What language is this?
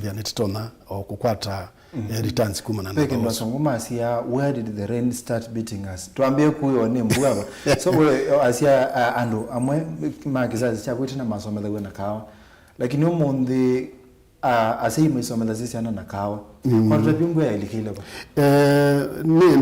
Kamba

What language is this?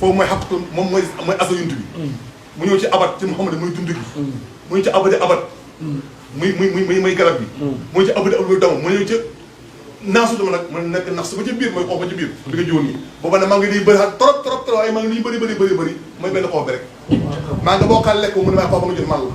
Wolof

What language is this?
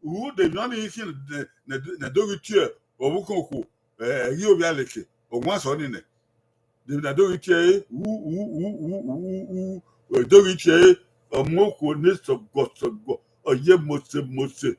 Bini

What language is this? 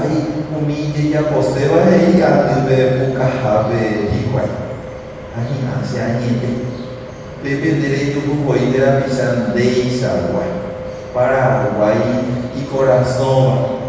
Guarani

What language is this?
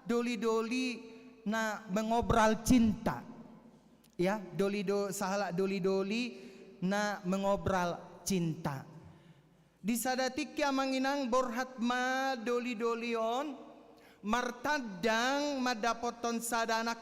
Batak Toba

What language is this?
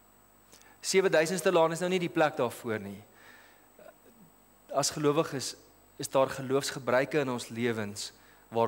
Afrikaans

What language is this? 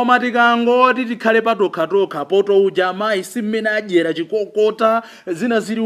Nyanja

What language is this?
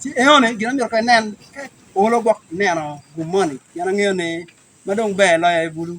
Acoli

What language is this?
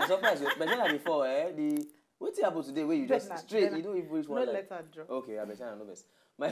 Nigerian Pidgin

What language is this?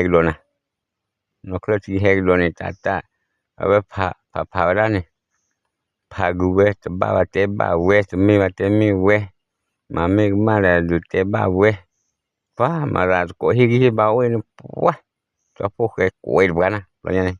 S'gaw Karen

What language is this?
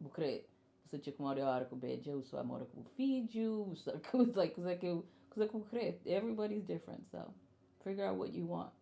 Kabuverdianu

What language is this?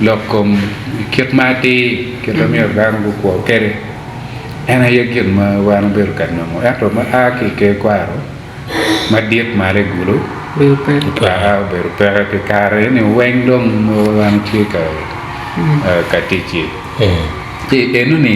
Acoli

